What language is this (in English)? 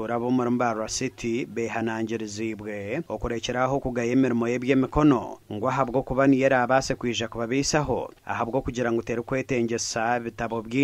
Nyankole